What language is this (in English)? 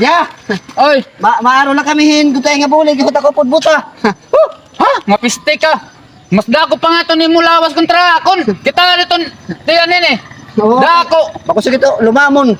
Waray